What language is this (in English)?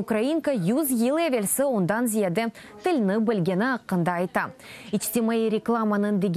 Crimean Tatar